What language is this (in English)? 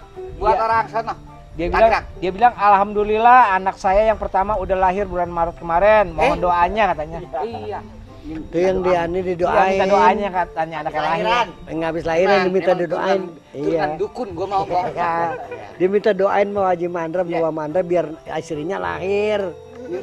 Betawi